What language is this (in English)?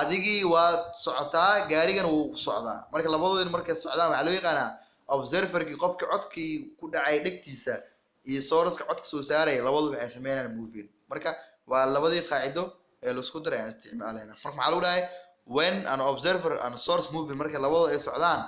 Somali